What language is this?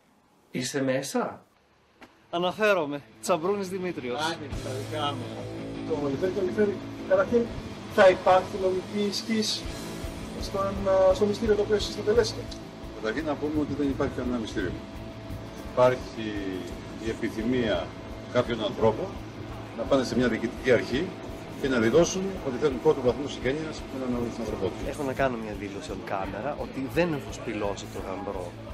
Greek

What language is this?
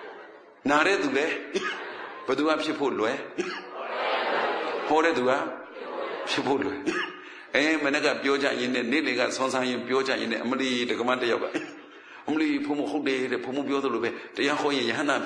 Burmese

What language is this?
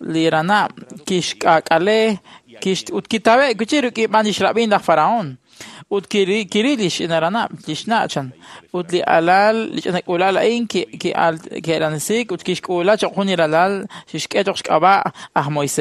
Kekchí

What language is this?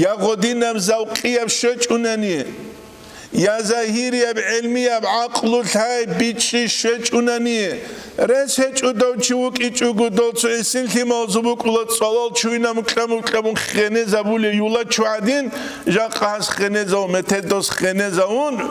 Avaric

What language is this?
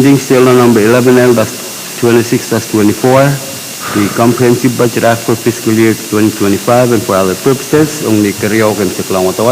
Pohnpeian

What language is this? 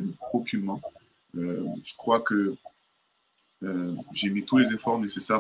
French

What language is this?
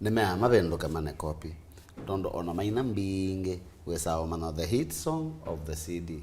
Kamba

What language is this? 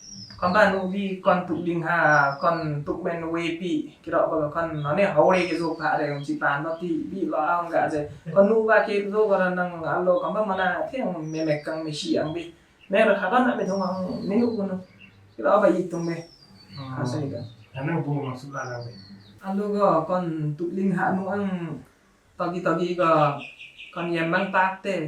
Limbu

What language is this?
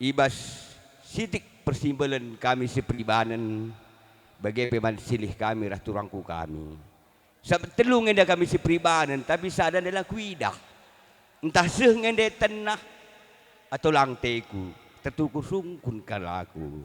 Batak Karo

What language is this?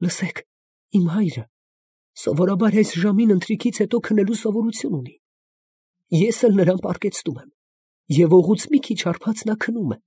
Armenian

